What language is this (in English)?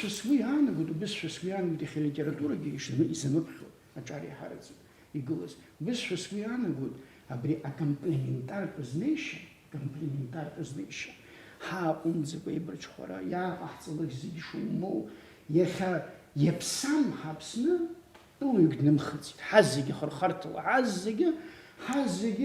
Abkhazian